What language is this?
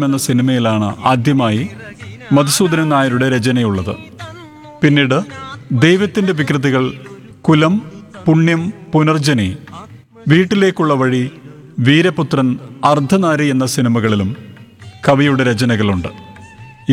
Malayalam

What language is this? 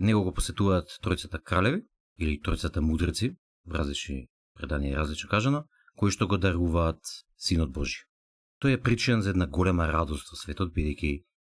Macedonian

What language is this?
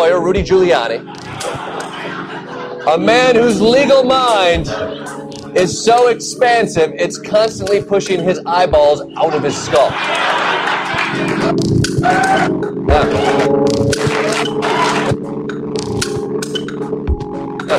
English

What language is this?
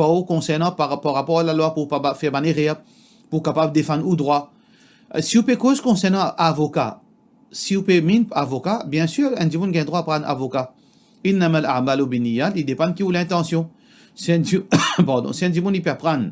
Morisyen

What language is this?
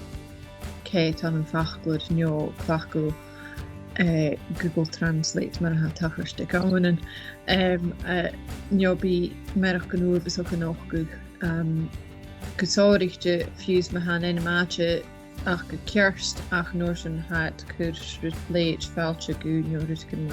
Scottish Gaelic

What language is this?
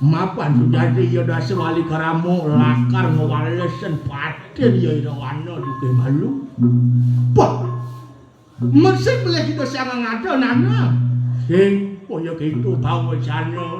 Balinese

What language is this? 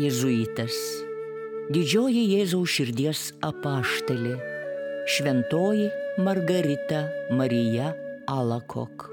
Lithuanian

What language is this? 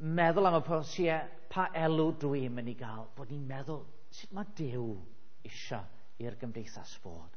Welsh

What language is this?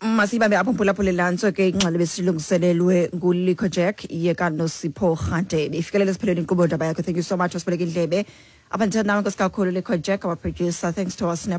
Xhosa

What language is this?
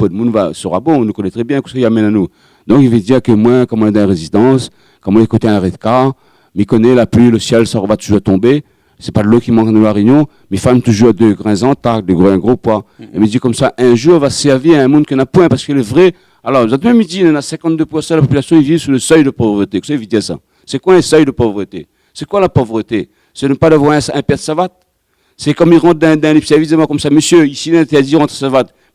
Réunion Creole French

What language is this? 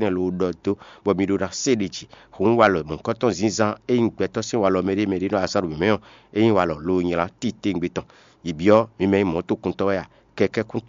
Fon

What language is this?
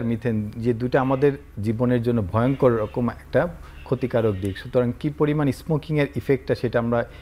Bangla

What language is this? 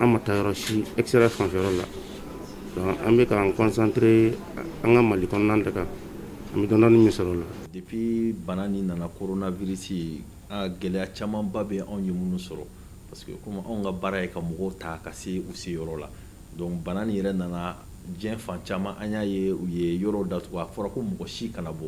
Bambara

